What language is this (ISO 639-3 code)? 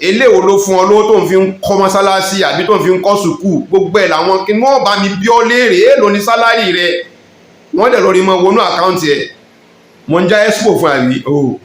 yor